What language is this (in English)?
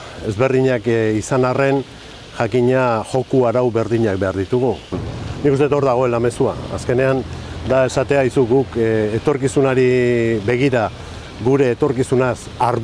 Basque